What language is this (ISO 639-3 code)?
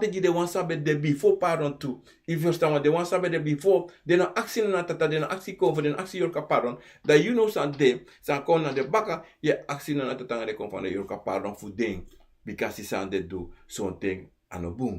srn